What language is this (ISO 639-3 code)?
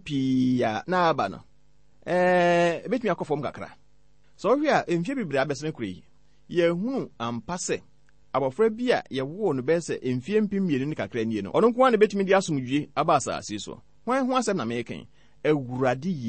aka